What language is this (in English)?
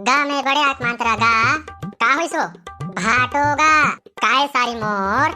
Chhattisgarhi